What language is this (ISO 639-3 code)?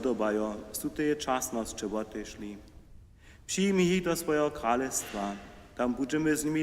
hsb